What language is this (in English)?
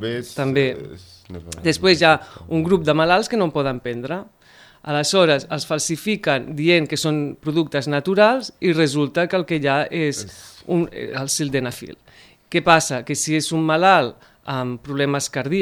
Catalan